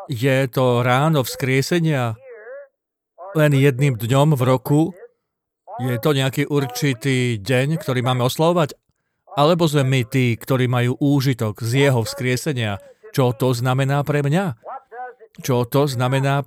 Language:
Slovak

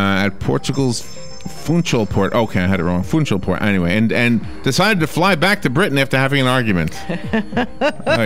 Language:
English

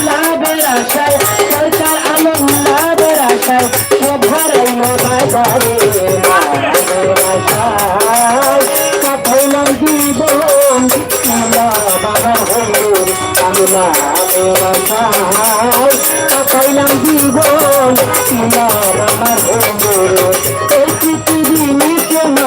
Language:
Sylheti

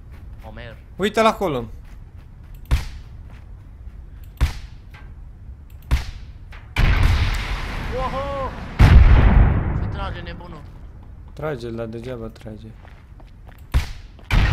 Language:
Romanian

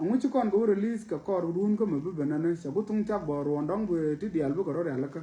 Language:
Nuer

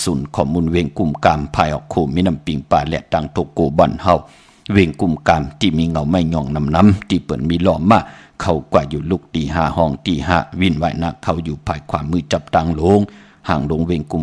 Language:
Shan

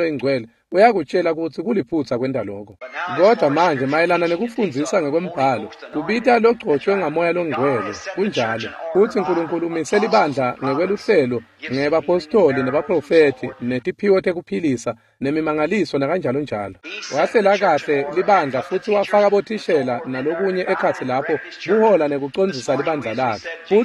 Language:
Swati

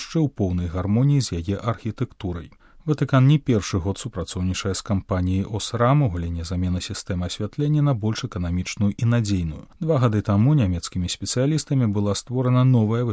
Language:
Belarusian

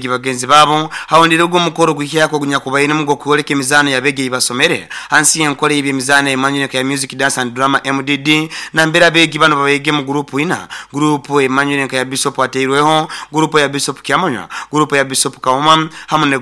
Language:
Nyoro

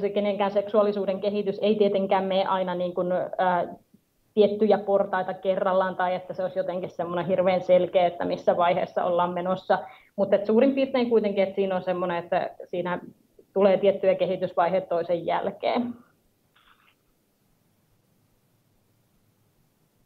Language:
Finnish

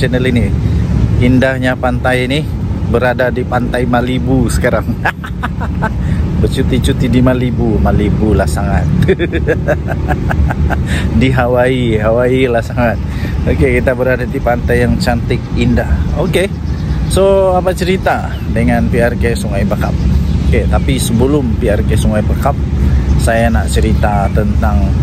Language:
Malay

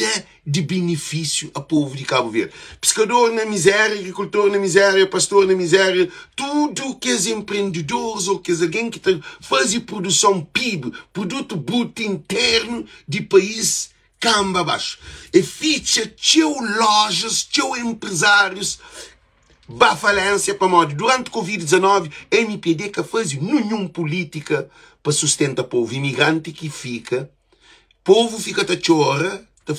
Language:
Kabuverdianu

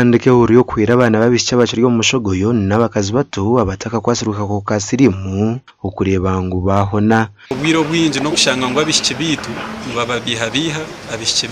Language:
Nyankole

